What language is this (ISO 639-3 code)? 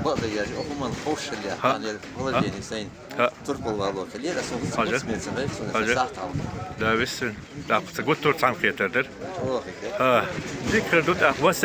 che